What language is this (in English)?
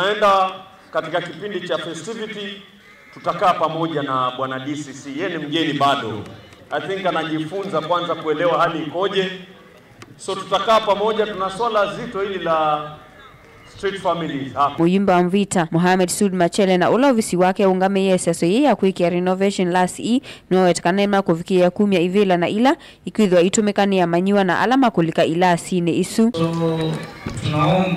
Kamba